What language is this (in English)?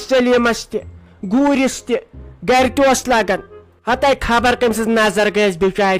Kashmiri